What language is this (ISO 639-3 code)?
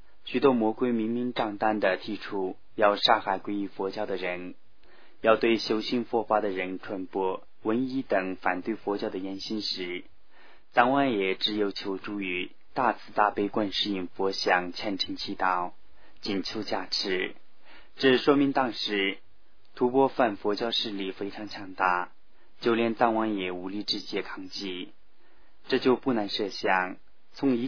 zho